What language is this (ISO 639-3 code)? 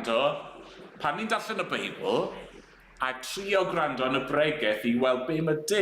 cym